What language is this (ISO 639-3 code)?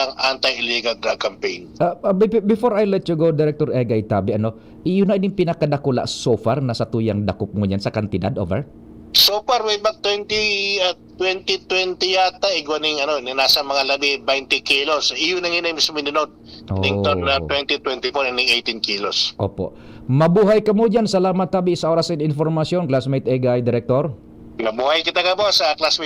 bik